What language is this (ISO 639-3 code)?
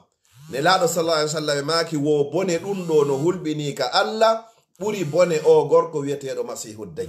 ful